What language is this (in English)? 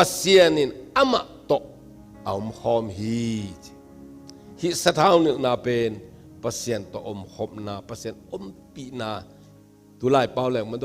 Tedim Chin